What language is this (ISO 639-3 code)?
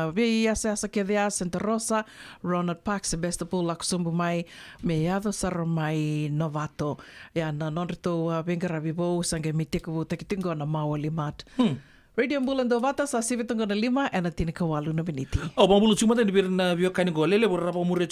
fij